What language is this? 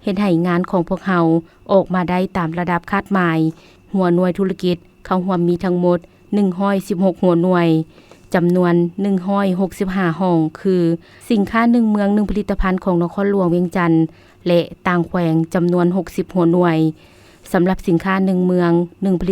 Lao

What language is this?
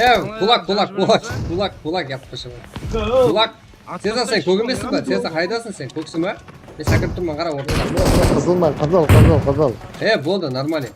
Kara-Kalpak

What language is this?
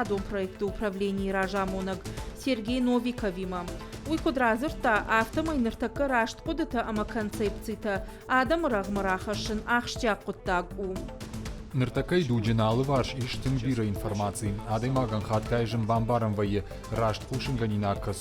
Ossetic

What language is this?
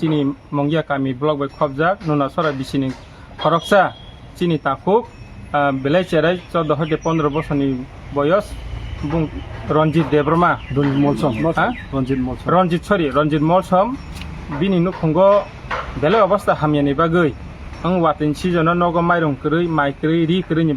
Kok Borok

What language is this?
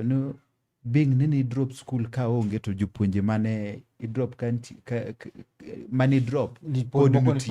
Luo (Kenya and Tanzania)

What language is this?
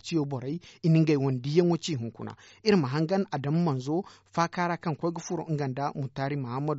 Zarma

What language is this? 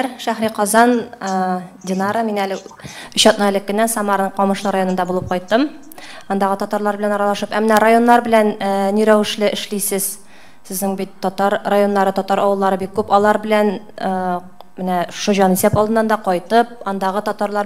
Tatar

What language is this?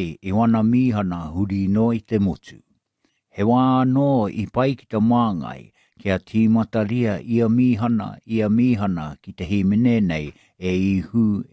Māori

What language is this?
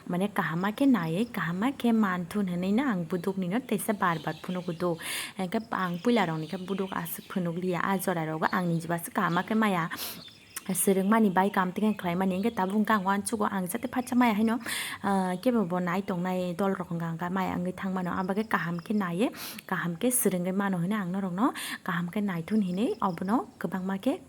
Kok Borok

